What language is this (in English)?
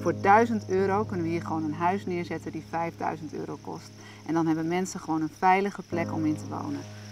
Dutch